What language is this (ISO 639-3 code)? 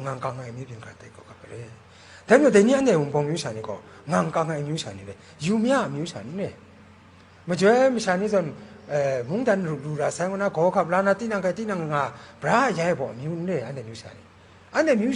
kac